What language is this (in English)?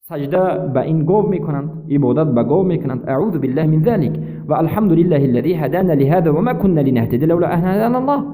Persian